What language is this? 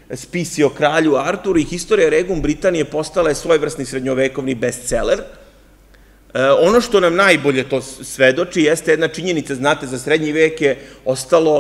Serbian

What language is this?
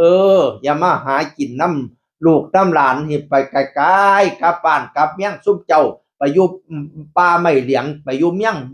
Northeastern Thai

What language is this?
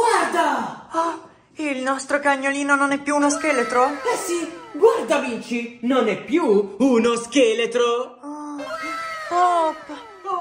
Italian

